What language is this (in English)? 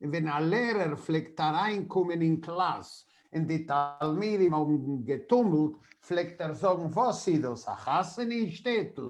Yiddish